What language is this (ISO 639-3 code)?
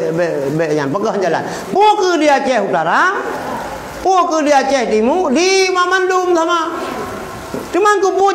ace